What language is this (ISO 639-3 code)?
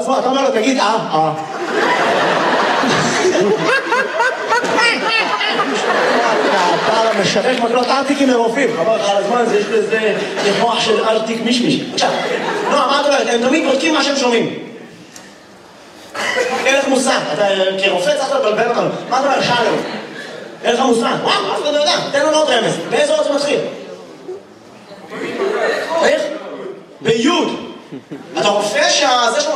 heb